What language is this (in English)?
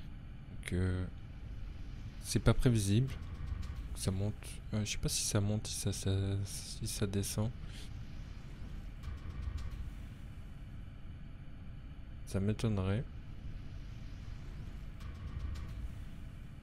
French